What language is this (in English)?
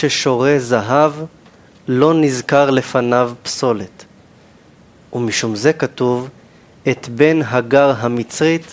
Hebrew